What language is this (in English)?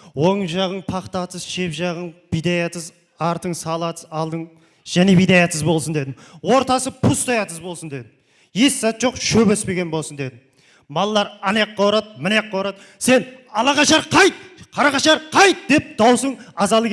Kara-Kalpak